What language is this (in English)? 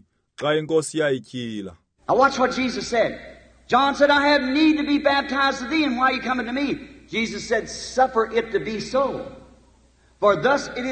Xhosa